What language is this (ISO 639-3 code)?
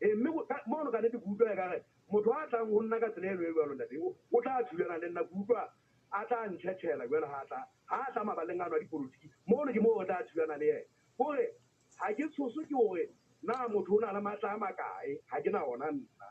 sot